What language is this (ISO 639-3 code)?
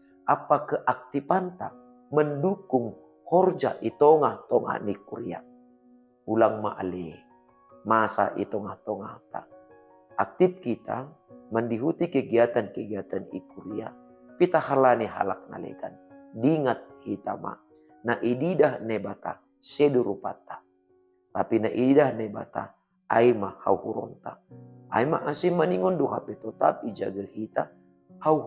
bts